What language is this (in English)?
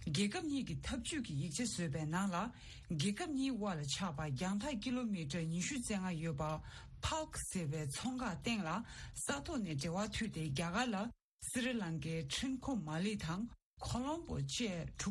Tibetan